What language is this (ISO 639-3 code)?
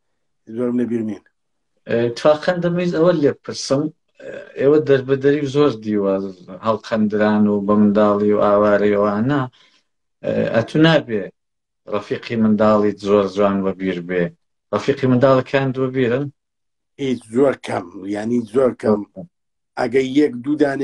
ckb